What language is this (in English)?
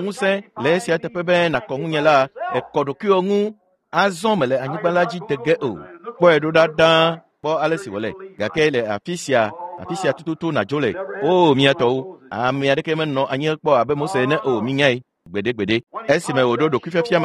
Ewe